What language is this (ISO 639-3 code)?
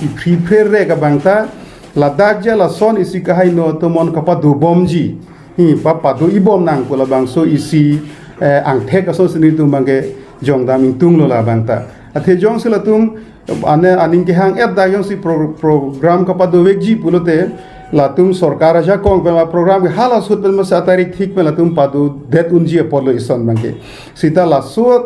mjw